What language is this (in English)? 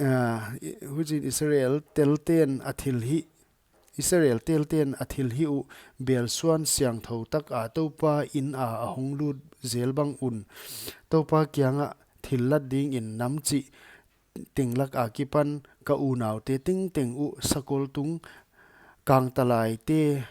Paite Chin